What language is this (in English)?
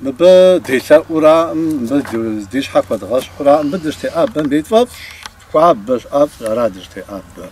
Kabardian